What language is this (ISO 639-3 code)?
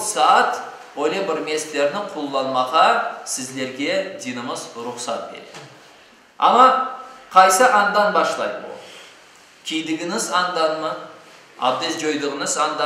crh